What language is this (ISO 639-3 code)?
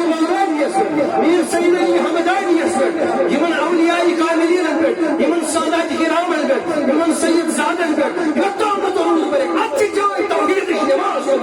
kas